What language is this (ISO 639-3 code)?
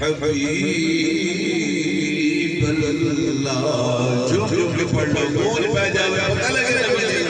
skr